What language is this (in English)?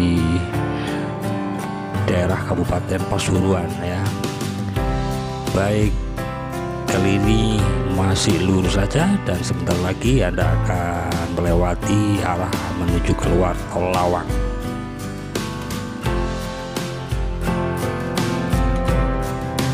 Indonesian